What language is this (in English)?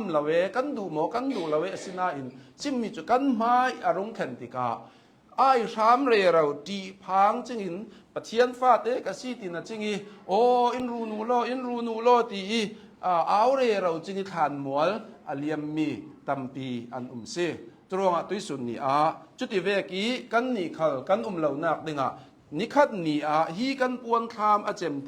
Hakha Chin